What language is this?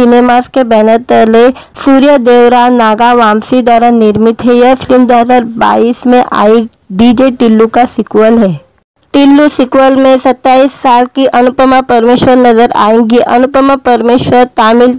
Hindi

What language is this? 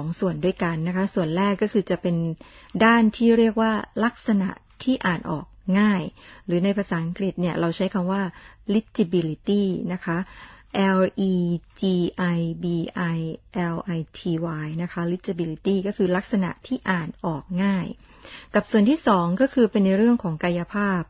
Thai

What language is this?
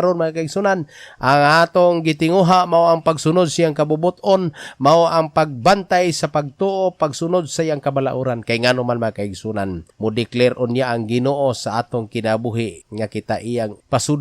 Cebuano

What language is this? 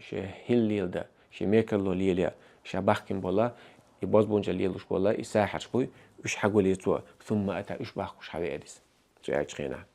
Chechen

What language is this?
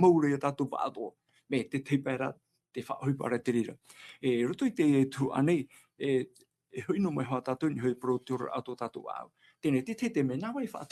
Tahitian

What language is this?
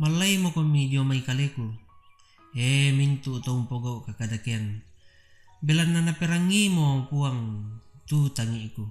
Toraja-Sa'dan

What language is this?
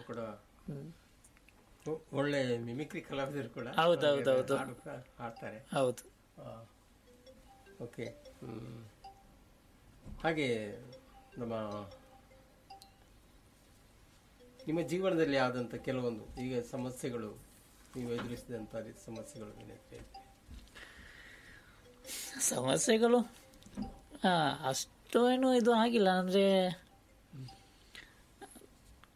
Kannada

